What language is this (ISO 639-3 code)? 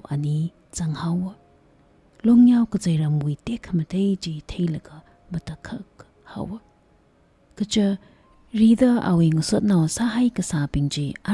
nmf